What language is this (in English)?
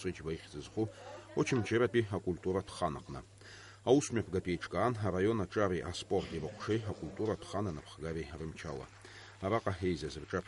Abkhazian